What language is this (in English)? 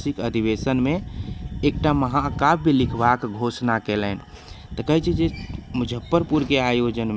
Maithili